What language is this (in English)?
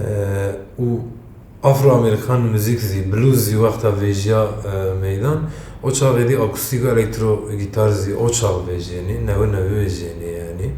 Zaza